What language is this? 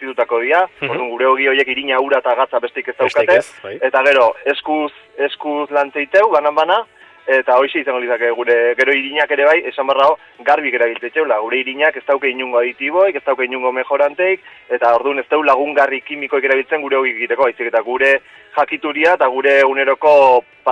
Basque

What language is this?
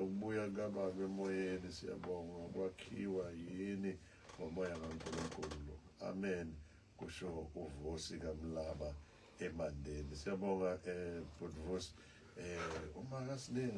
Zulu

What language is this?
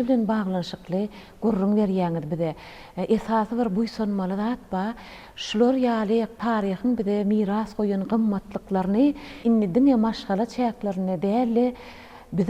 Turkmen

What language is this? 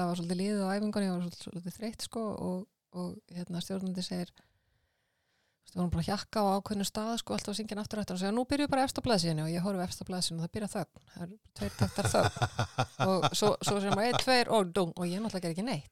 Icelandic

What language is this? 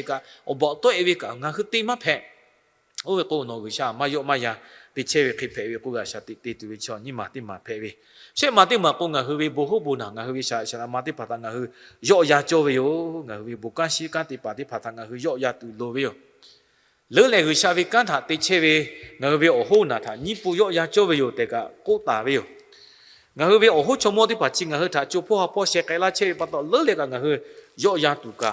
Lahu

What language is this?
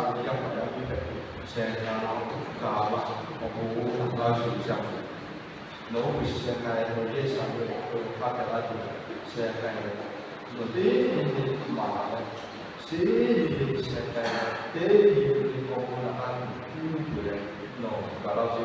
Lahu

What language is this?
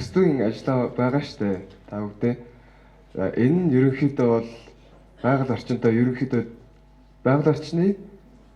Mongolian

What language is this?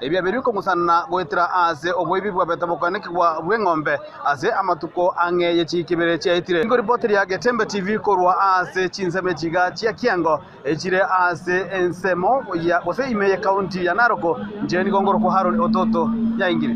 Gusii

